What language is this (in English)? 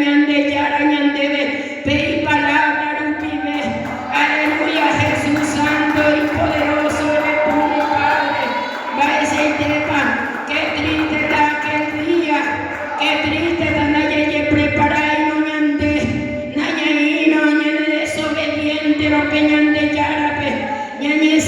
Guarani